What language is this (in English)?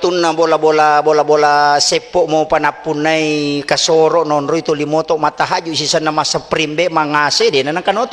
Buginese